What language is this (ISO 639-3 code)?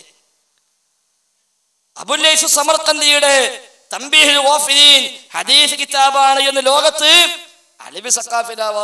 mal